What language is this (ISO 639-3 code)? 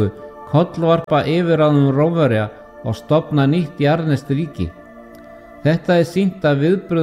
isl